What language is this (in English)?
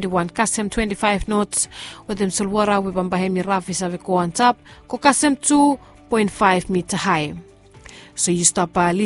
Bislama